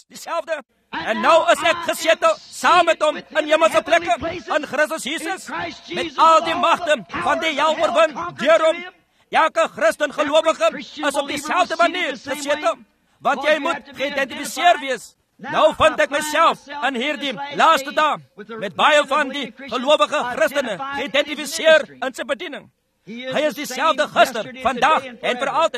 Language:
Afrikaans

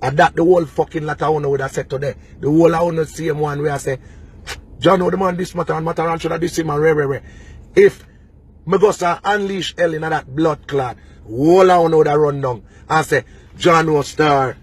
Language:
Jamaican Creole English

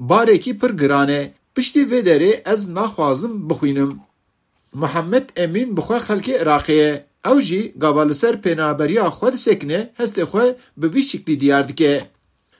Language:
Kurdish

